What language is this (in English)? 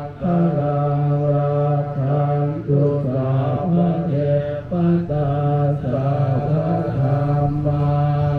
Pali